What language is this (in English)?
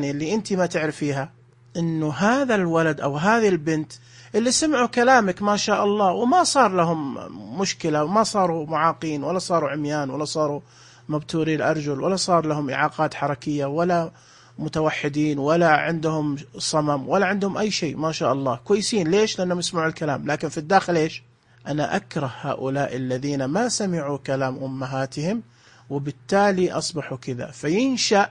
Najdi Arabic